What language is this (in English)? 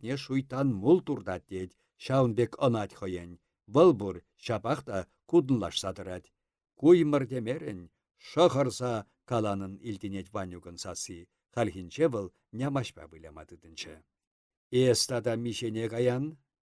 Chuvash